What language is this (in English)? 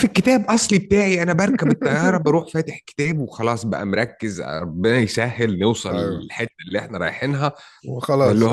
Egyptian Arabic